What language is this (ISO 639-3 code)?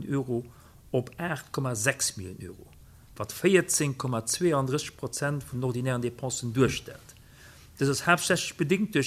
ltz